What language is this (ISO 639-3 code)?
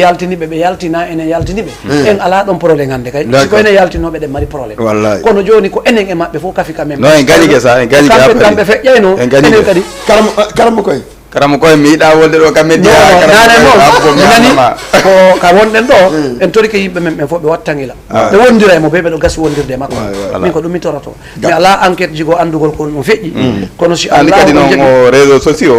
ful